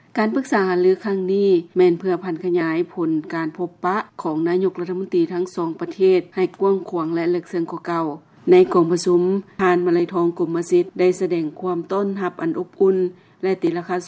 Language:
Lao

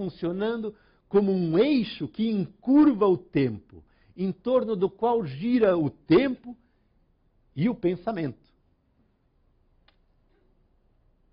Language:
Portuguese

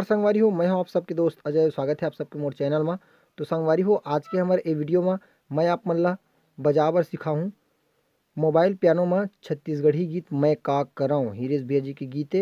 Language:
Chhattisgarhi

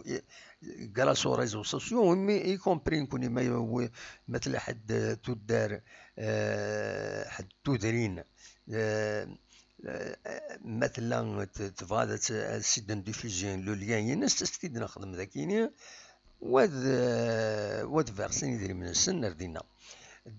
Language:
Kabyle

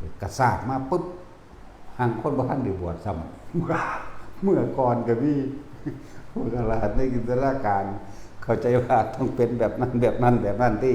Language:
Lao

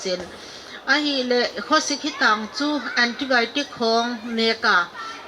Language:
Paite Chin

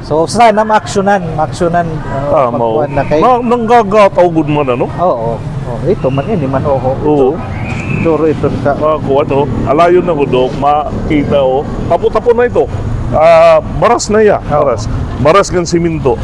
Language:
Waray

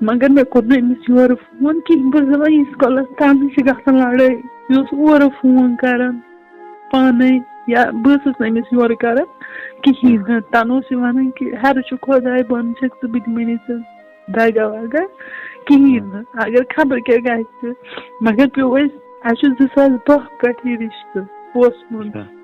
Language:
Kashmiri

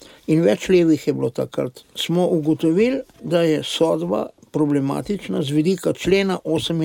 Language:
Slovenian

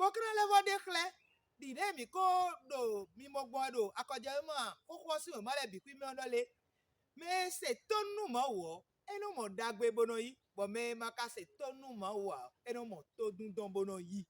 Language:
Fon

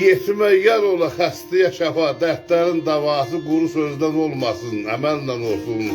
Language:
South Azerbaijani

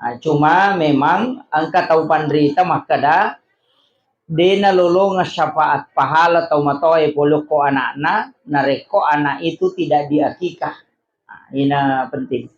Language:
Buginese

